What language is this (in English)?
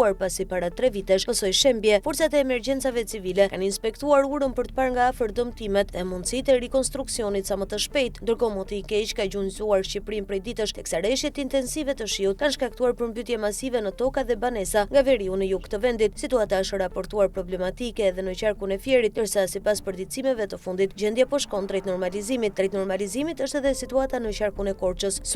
Albanian